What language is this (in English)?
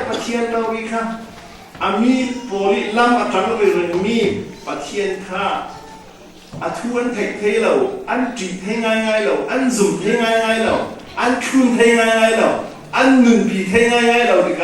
Falam Chin